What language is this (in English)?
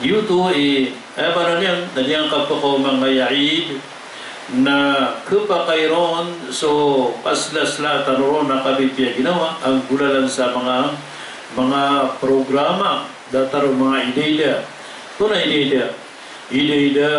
Maranao